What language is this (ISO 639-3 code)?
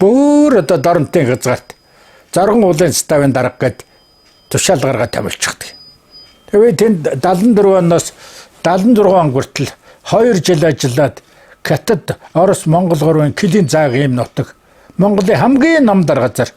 mon